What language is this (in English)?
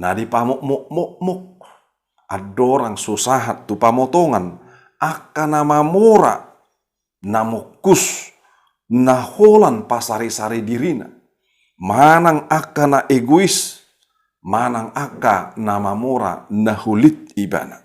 Batak Toba